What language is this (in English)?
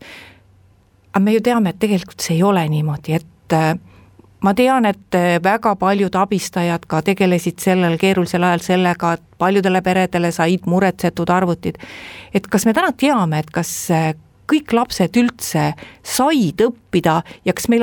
Estonian